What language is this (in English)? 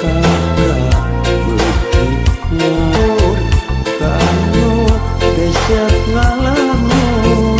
Sundanese